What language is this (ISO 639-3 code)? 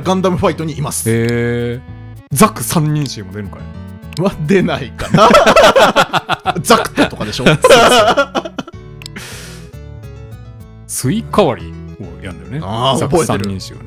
jpn